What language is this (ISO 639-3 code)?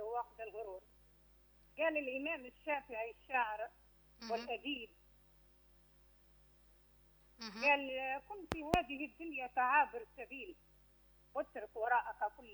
ara